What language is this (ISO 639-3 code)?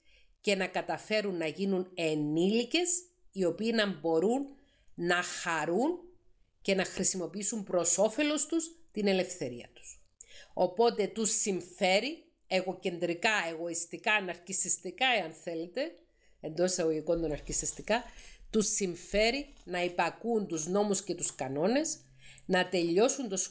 ell